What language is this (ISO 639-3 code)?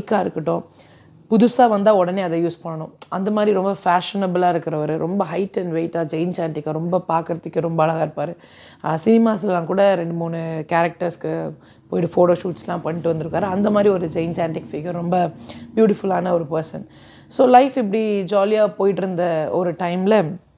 tam